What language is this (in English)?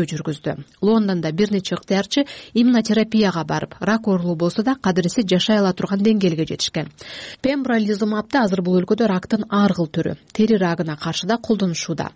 Kyrgyz